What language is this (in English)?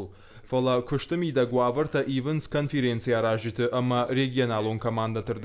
Ossetic